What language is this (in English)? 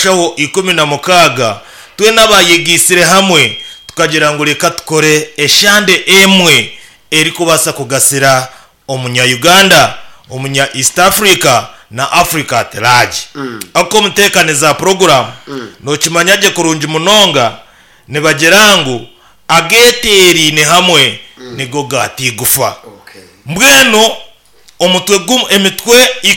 Nyankole